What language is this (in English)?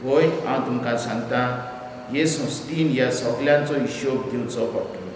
Konkani